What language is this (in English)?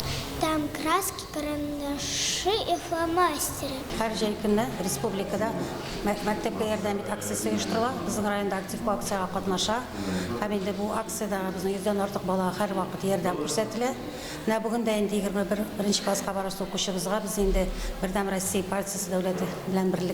Tatar